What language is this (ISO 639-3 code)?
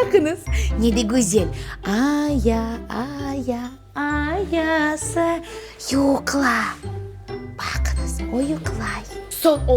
crh